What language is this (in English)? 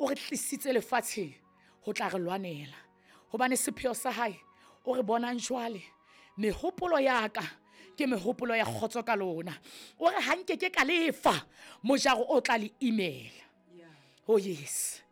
Southern Sotho